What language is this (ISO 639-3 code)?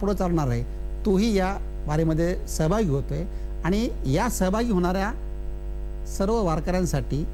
mar